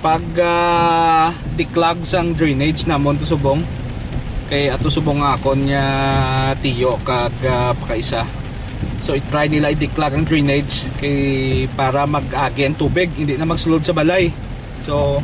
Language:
Hiligaynon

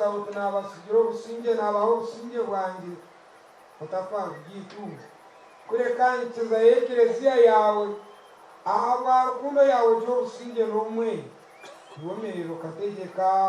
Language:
Nyankole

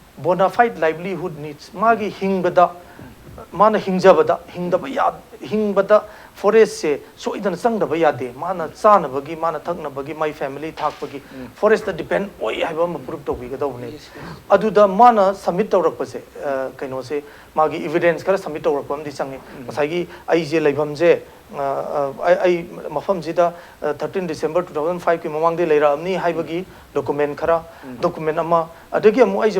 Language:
Manipuri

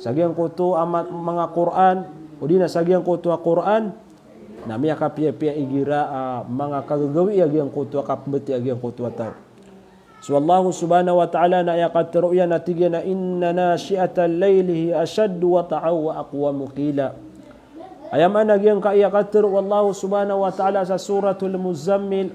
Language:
Maranao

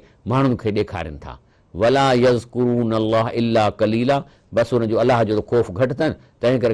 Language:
Sindhi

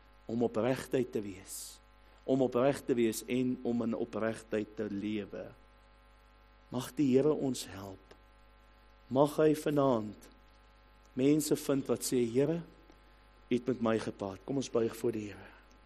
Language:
Afrikaans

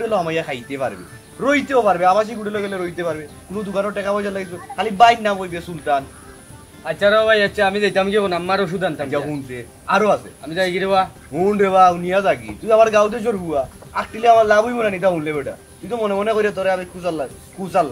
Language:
Sylheti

